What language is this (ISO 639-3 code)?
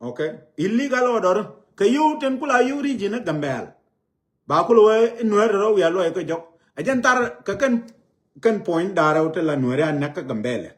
nus